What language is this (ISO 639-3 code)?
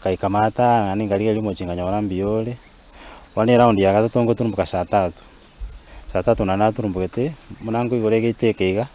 guz